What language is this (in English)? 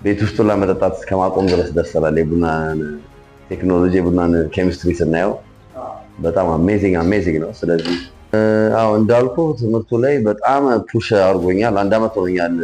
Amharic